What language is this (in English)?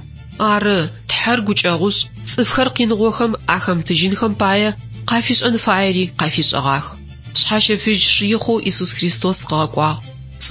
Adyghe